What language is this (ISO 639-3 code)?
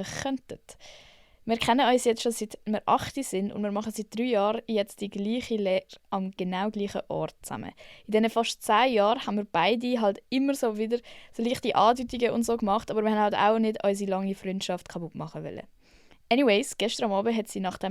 gsw